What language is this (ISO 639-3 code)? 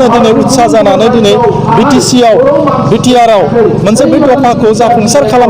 brx